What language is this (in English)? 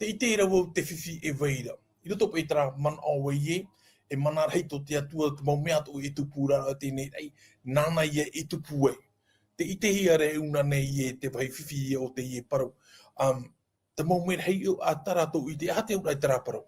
Tahitian